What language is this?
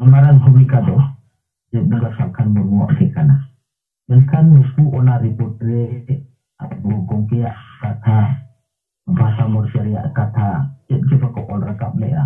Santali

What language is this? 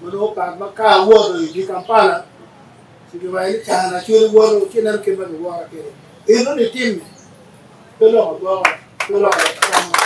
Acoli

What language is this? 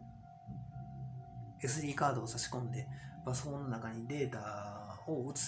Japanese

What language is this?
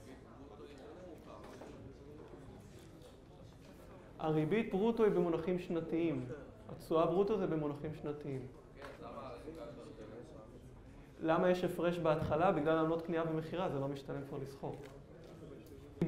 Hebrew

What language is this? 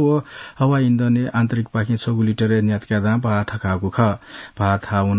Newari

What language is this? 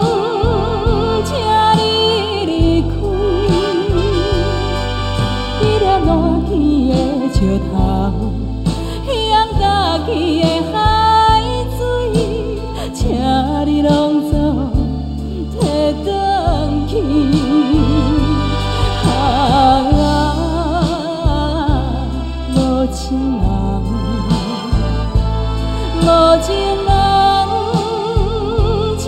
Chinese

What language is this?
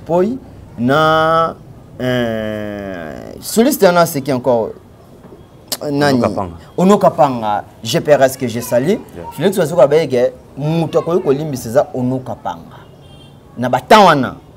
Lingala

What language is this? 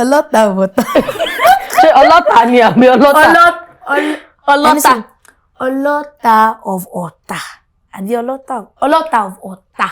Yoruba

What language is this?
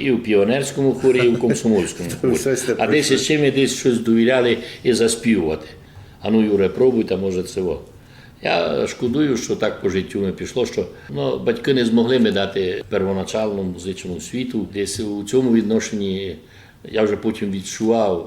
Rusyn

